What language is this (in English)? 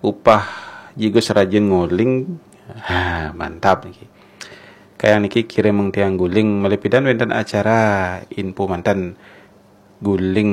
Balinese